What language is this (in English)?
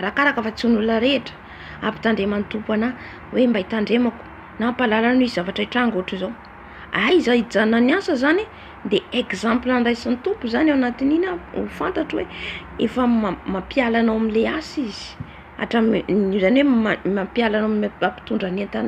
Malagasy